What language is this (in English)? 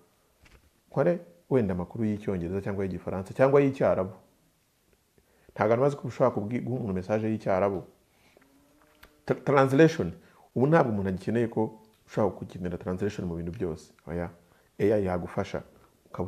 Kinyarwanda